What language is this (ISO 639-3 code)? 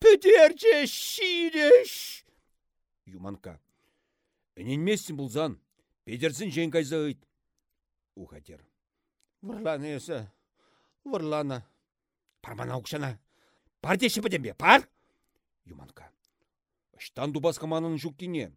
chv